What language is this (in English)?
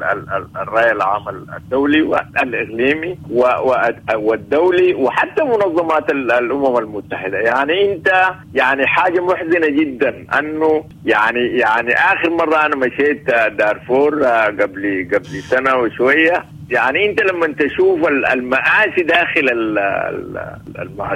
Sudanese Arabic